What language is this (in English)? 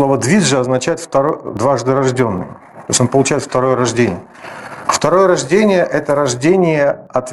Russian